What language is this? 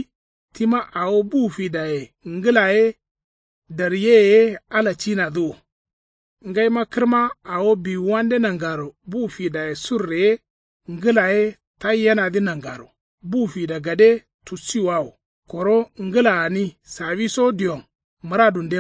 Kanuri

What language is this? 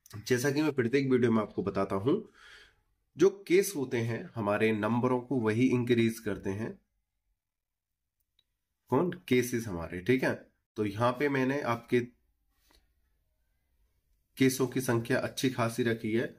Hindi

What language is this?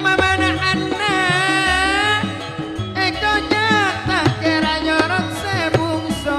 Madurese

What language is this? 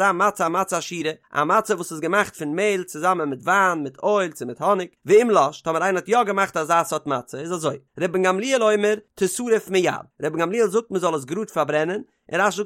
Yiddish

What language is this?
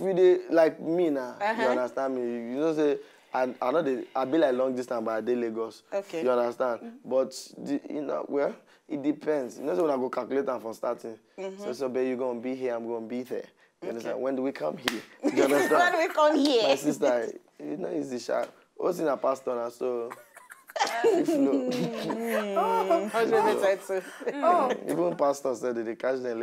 Nigerian Pidgin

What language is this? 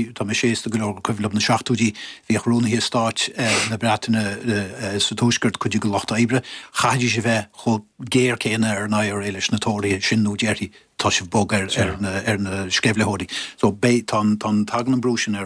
Irish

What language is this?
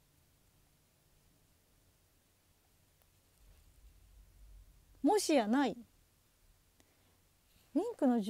Japanese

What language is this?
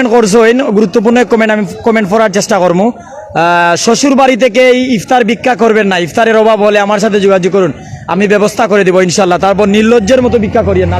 Sylheti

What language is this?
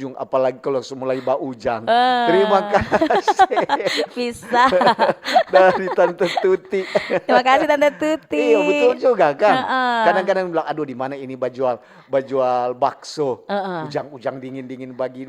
Manado Malay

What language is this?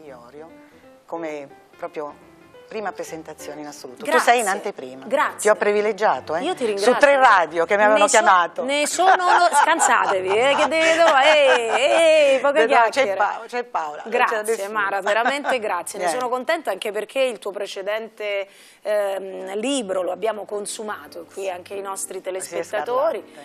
Italian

